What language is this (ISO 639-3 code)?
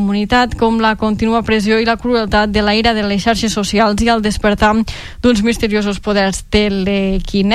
cat